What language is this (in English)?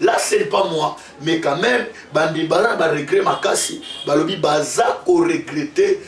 Lingala